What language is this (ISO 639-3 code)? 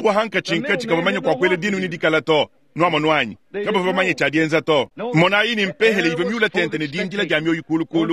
lua